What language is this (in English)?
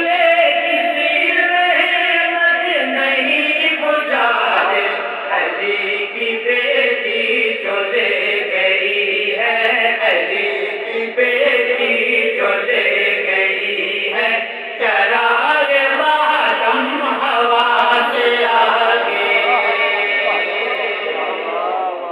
Urdu